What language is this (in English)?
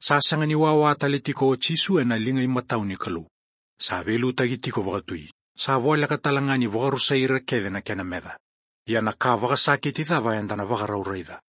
Fijian